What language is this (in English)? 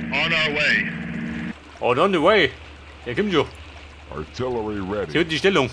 Bavarian